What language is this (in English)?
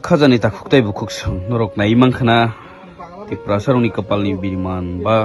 Kok Borok